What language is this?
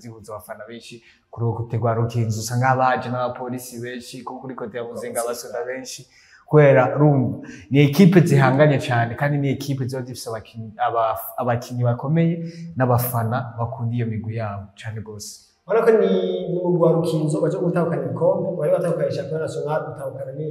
Rundi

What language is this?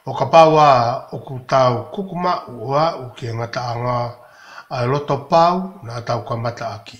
Tongan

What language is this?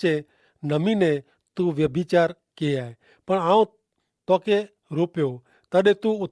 Kachhi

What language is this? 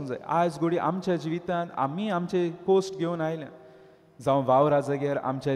Konkani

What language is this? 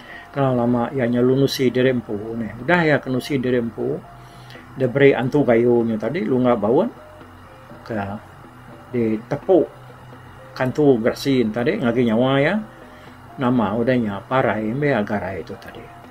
Iban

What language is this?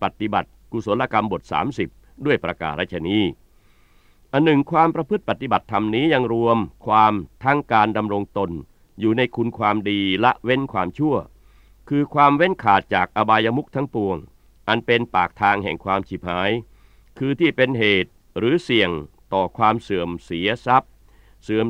Thai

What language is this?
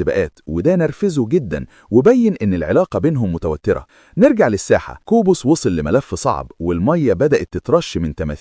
Egyptian Arabic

